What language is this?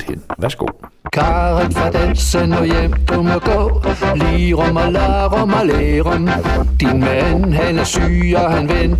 Danish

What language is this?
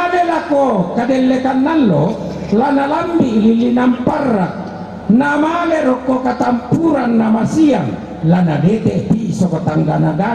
Toraja-Sa'dan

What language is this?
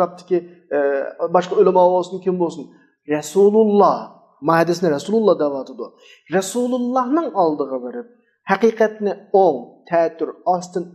Uyghur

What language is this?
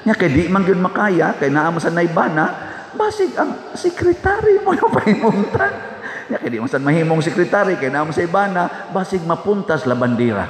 Cebuano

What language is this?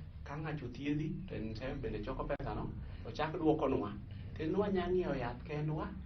Luo (Kenya and Tanzania)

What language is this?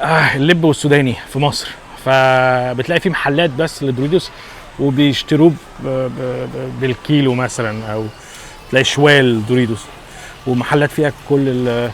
Egyptian Arabic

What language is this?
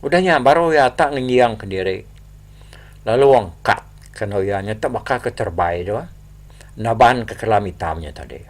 Iban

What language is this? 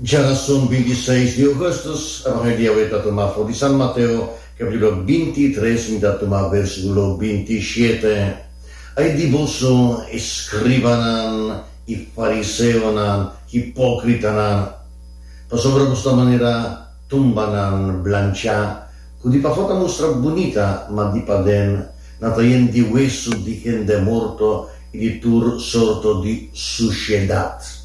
Papiamento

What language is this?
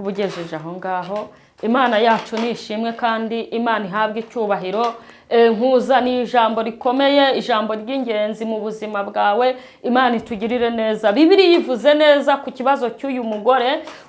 Kinyarwanda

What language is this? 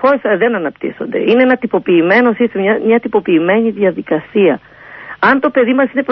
Greek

